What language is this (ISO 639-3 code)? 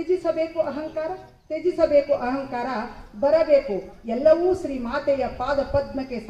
kan